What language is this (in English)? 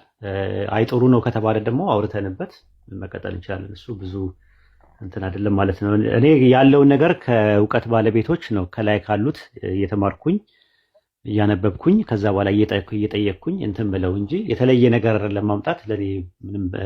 Amharic